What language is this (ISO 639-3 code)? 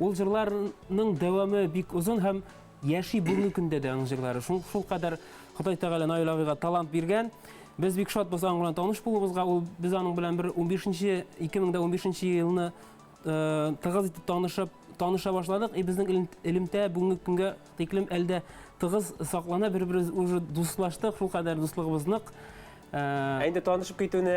bak